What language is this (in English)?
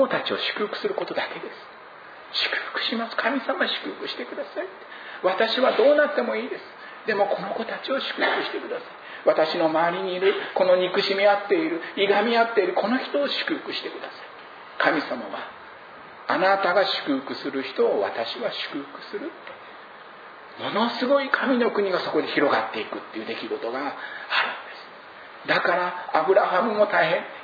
Japanese